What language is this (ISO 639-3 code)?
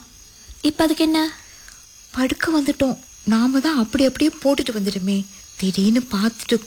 tam